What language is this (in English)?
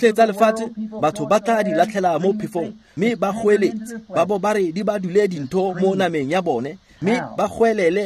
Tswana